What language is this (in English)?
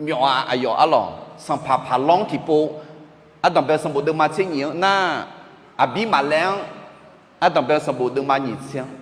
Akha